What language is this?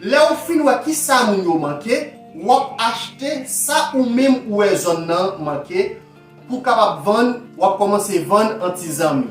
Haitian Creole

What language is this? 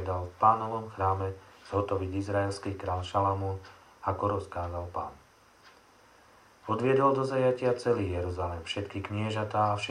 Slovak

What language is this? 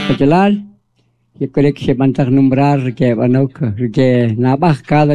Kʼicheʼ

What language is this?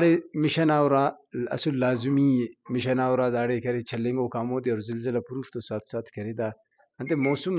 Brahui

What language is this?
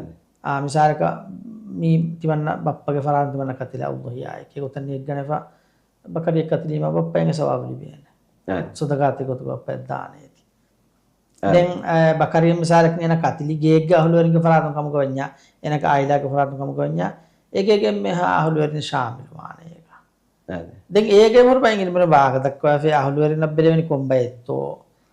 Divehi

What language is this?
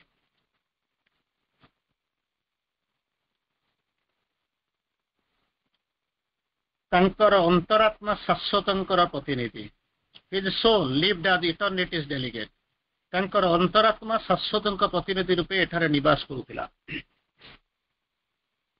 Odia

